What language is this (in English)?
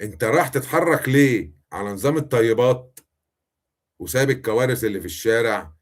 Egyptian Arabic